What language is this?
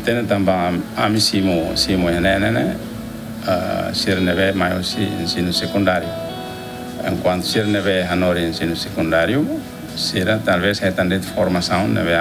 Tetum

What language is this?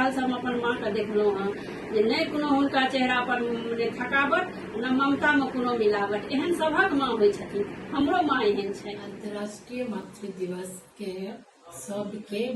Maithili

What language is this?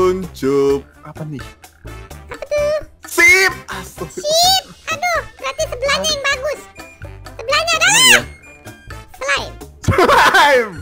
Indonesian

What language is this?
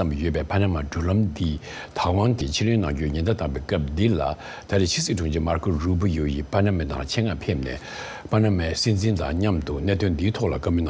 Tibetan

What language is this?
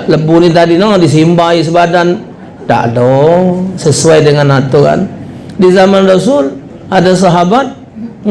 Musi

